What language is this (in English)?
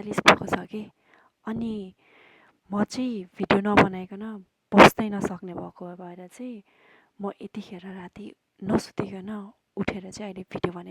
Nepali